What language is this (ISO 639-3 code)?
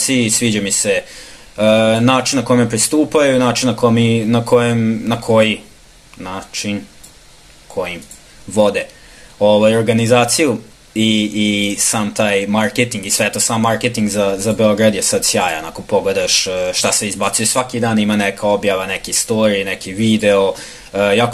srp